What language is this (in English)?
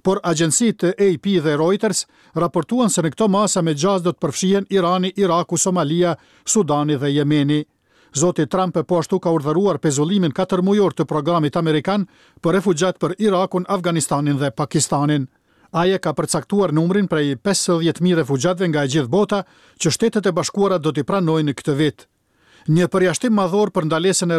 Albanian